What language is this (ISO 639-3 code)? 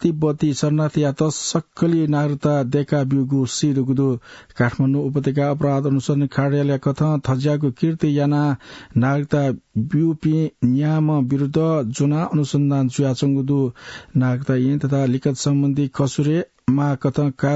new